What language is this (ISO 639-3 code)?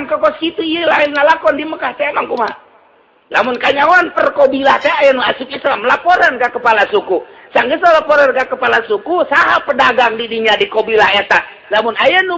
sun